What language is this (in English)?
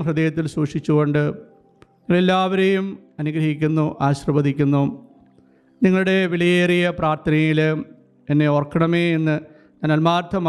Malayalam